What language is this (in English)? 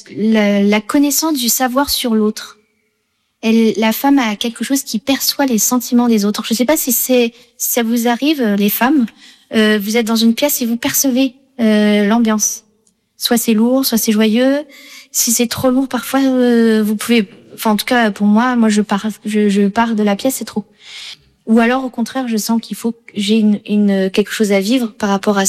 French